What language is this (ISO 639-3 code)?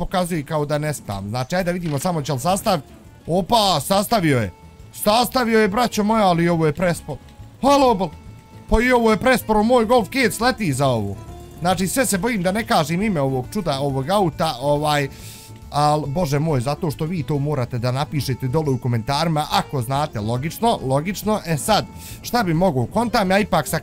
bos